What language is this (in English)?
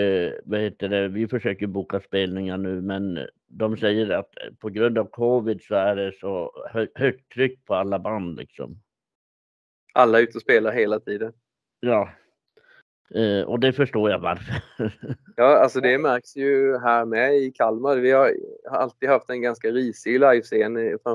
Swedish